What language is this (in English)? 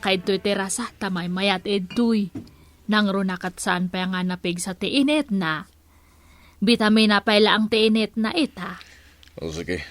Iloko